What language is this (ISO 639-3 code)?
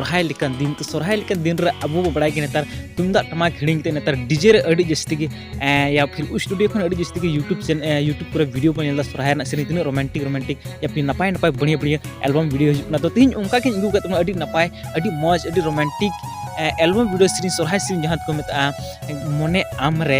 sat